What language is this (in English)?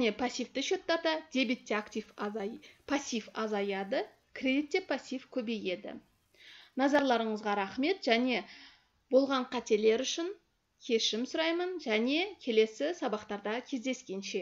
Kazakh